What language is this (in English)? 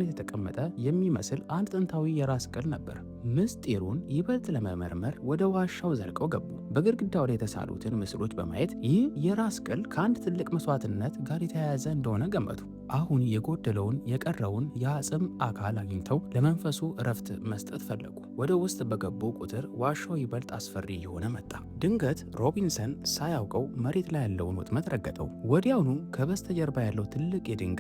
Amharic